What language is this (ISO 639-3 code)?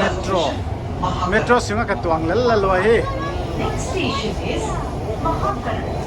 pck